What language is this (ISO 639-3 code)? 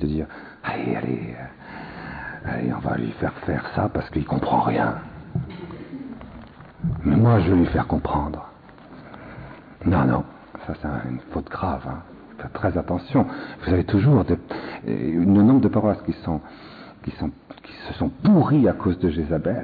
fra